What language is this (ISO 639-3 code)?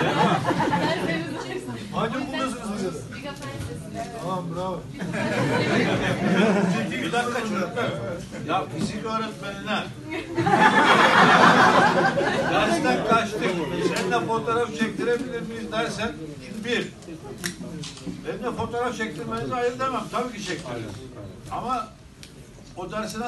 tur